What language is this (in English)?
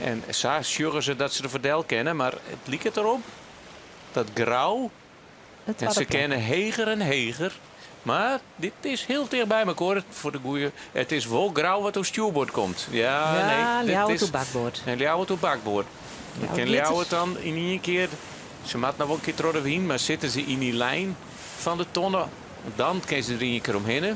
Western Frisian